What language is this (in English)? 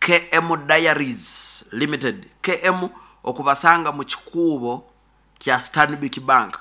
Nyoro